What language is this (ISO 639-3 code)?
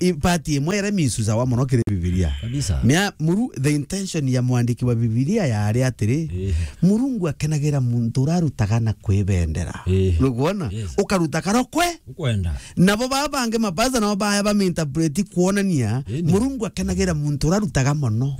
mer